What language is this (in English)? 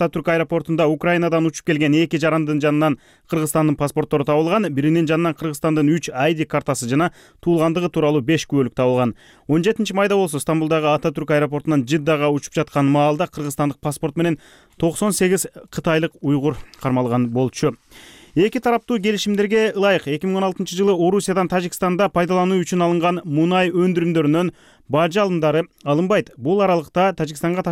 Kyrgyz